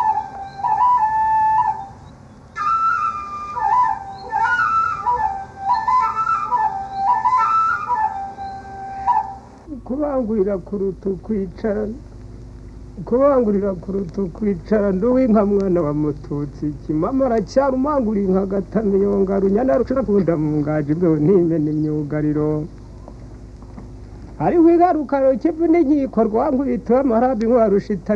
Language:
Kinyarwanda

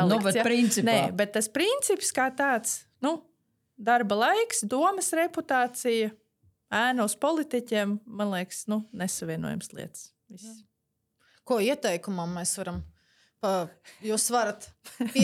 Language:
Latvian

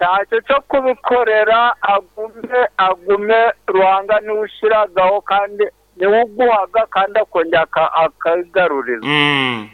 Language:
Nyankole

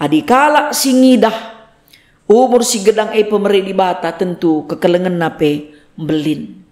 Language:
Batak Karo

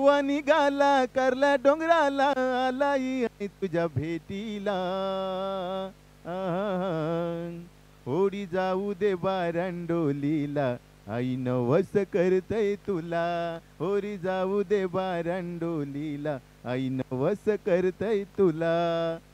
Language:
Marathi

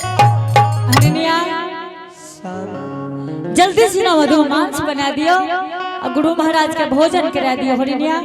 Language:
Angika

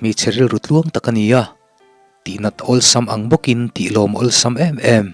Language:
Mizo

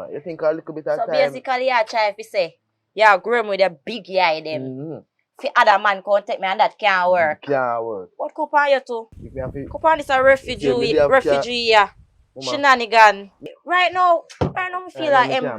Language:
Jamaican Creole English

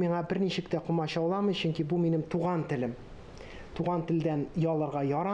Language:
Tatar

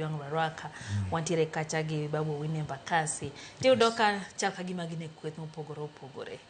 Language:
Luo (Kenya and Tanzania)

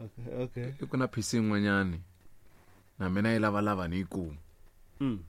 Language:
Tsonga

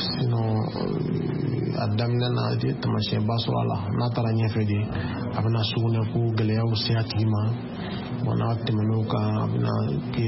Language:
Bambara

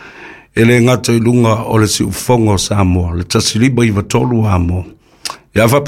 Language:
Samoan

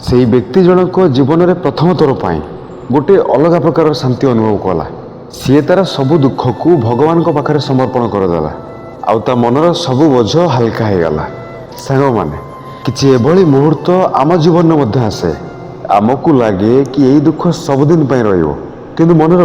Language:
Odia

